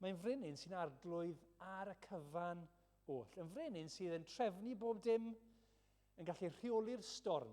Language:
Welsh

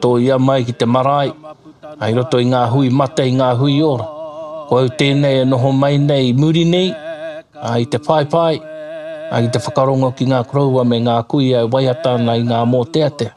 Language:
Māori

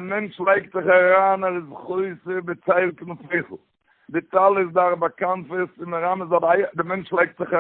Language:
Yiddish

